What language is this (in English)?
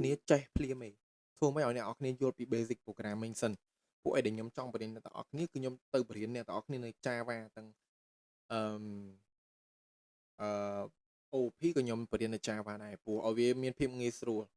Khmer